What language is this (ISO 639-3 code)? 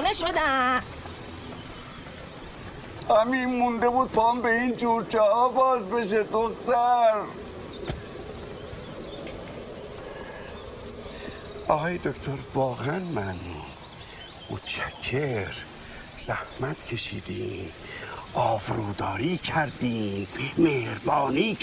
fas